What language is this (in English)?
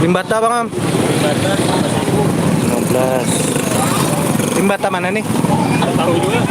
Banjar